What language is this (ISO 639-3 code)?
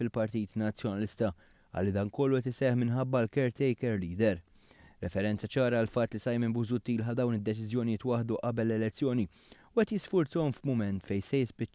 mlt